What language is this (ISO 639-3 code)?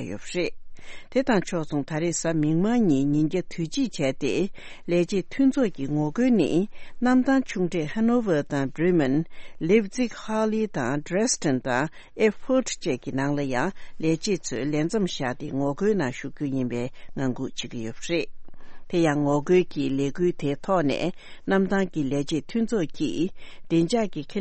bod